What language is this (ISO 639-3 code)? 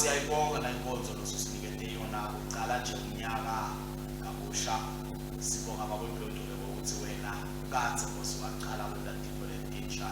ssw